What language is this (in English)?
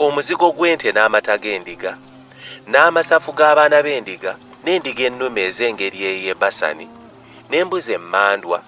Ganda